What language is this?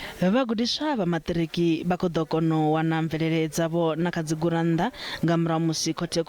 Venda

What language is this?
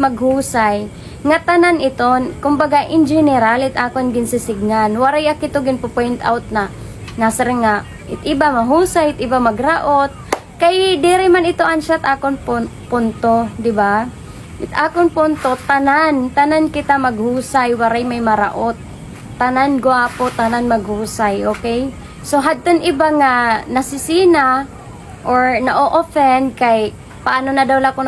Waray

